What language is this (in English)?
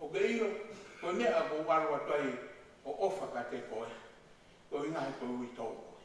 Tongan